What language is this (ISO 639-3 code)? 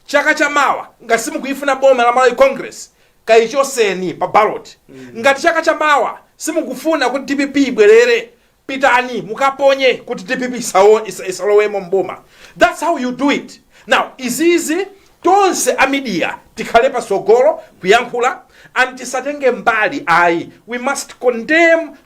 nya